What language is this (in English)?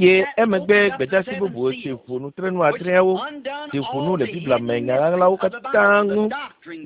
Ewe